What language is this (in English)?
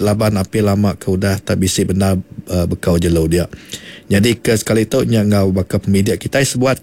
Iban